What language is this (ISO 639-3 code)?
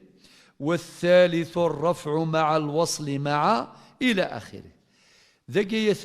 kab